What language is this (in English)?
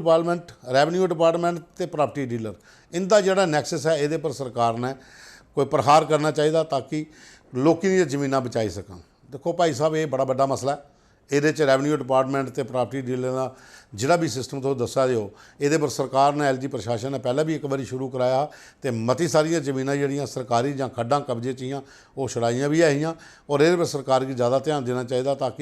Dogri